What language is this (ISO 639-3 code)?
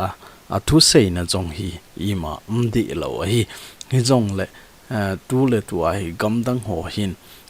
tcz